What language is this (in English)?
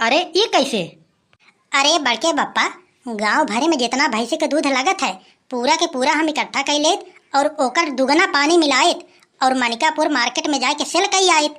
Awadhi